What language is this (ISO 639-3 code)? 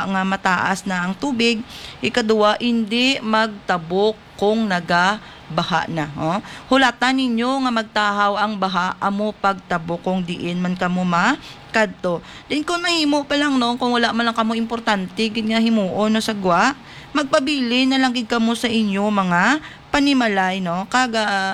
hil